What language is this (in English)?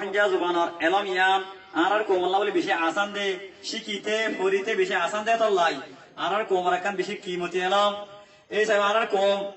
Rohingya